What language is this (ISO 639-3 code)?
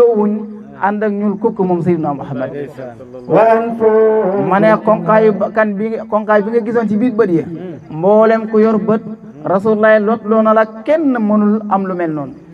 wol